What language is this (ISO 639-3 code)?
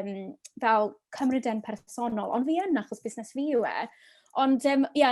cym